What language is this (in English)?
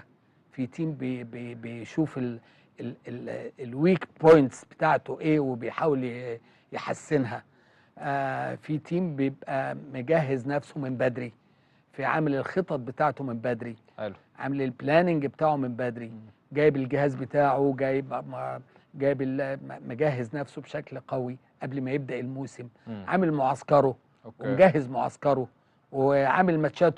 Egyptian Arabic